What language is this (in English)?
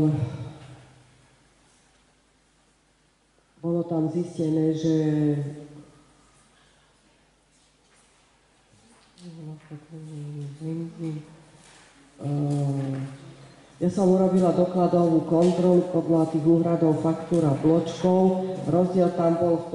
Slovak